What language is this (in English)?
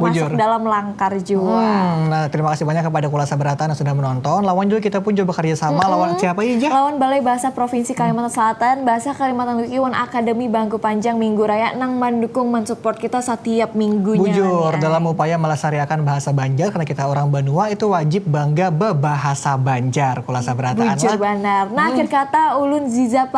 Banjar